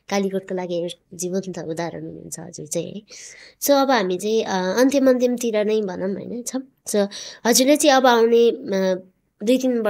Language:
Nepali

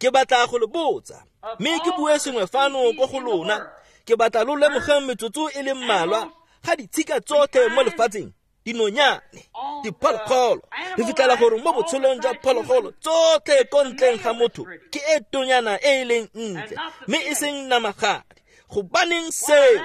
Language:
Tswana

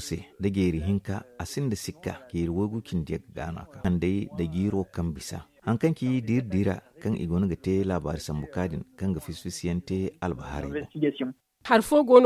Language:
Zarma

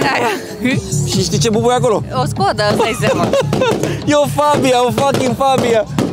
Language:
Romanian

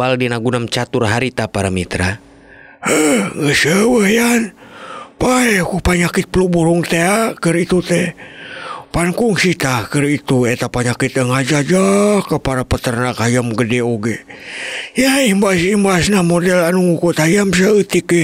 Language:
Sundanese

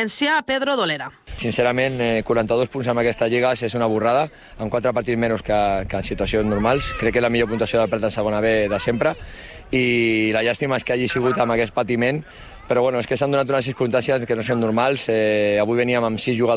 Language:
Catalan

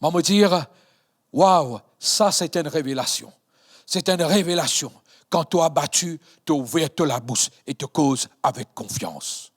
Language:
Morisyen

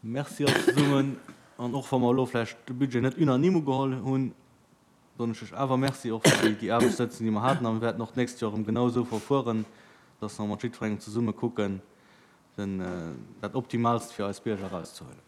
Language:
Luxembourgish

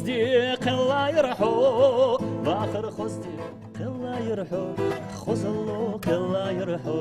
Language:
Ingush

